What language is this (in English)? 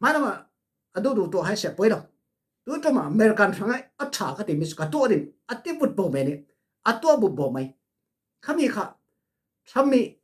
Falam Chin